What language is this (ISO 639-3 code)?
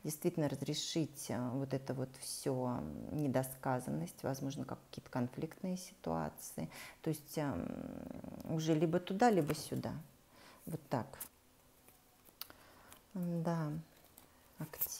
rus